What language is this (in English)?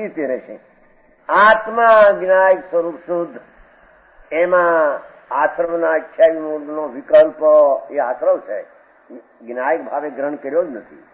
Gujarati